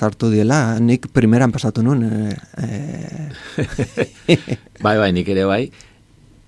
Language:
Basque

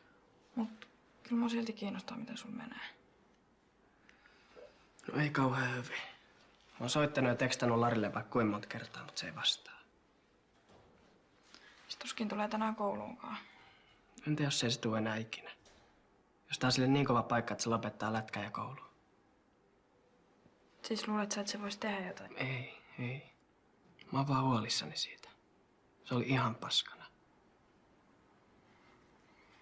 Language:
Finnish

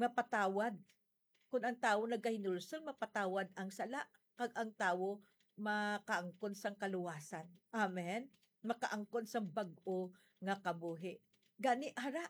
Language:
Hiligaynon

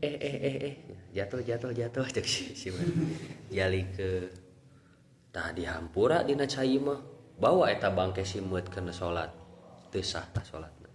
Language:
Sundanese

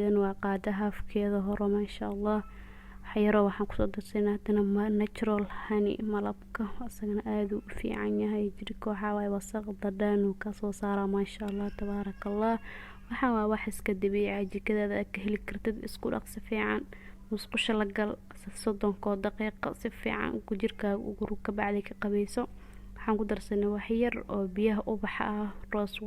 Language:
Somali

